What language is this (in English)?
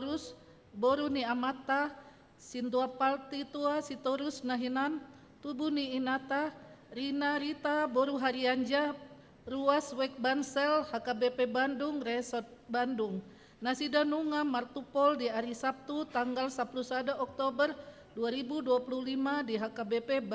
Batak Toba